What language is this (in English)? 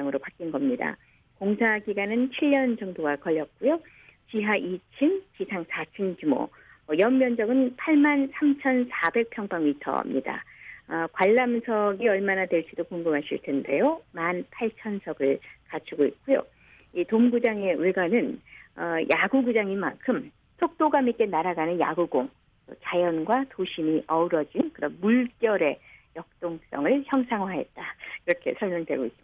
Korean